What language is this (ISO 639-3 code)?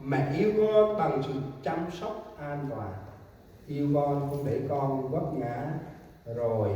cmo